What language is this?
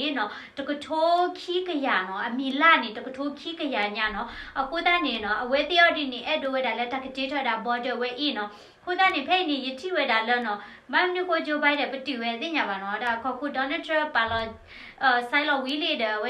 S'gaw Karen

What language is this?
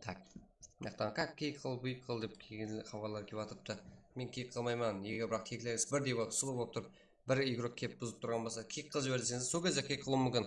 Kara-Kalpak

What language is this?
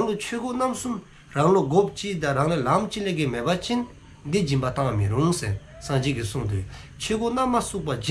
Dzongkha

